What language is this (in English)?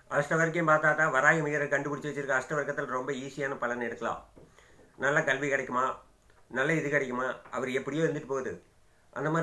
Tamil